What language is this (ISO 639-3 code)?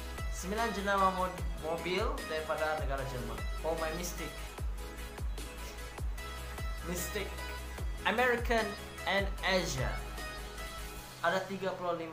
msa